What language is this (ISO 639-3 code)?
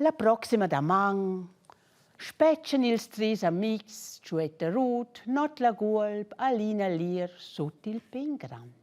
roh